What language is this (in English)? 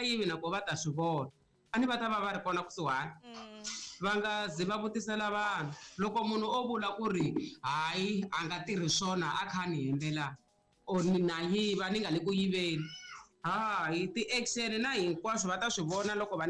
Tsonga